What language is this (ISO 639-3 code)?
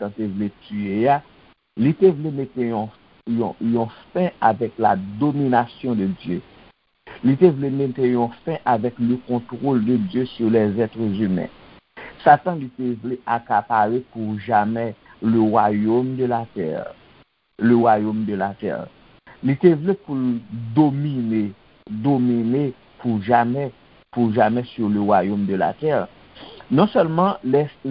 hat